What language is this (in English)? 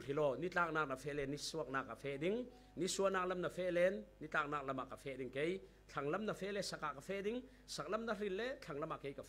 Falam Chin